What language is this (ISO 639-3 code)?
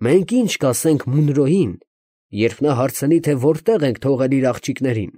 hye